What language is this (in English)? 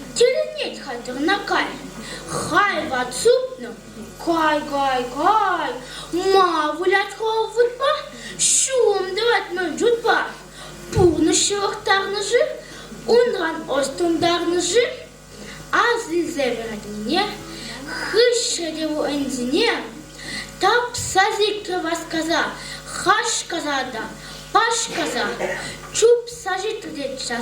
Chuvash